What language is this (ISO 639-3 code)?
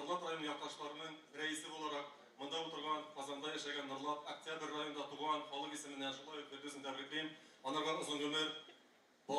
tat